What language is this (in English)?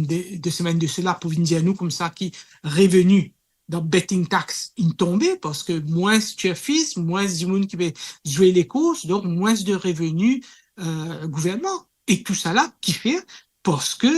Morisyen